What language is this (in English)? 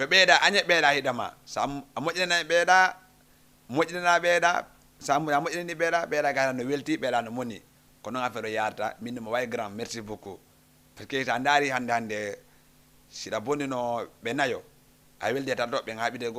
Fula